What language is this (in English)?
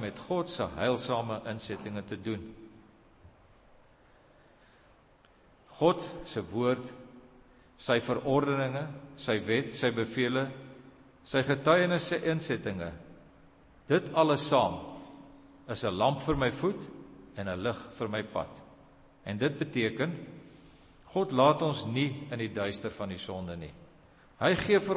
Afrikaans